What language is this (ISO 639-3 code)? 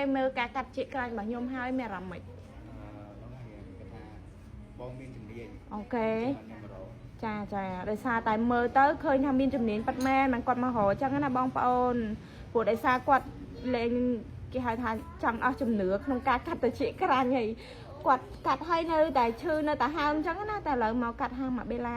khm